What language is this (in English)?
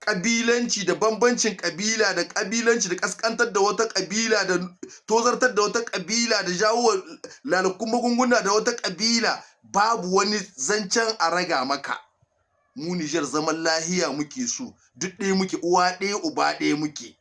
Hausa